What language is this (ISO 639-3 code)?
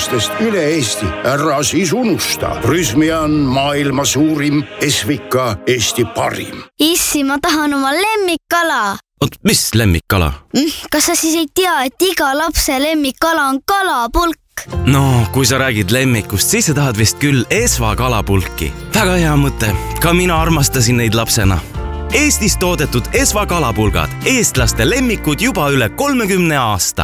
est